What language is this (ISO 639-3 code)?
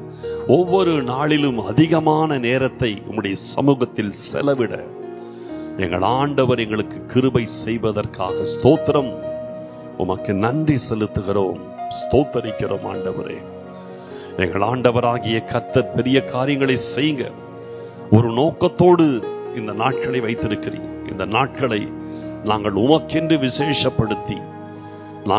tam